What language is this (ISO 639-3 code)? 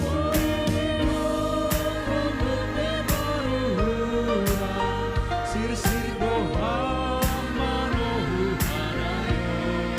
bts